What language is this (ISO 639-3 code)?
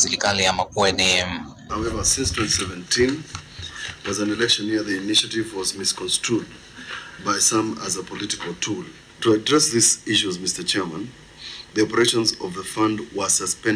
kam